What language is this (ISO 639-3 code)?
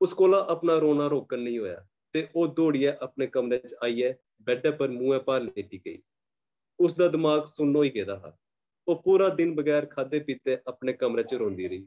doi